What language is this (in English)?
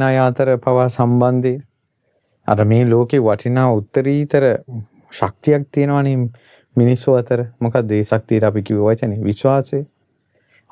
Sinhala